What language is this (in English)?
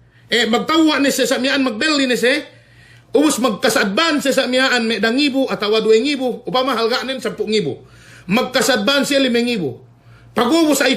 Yakan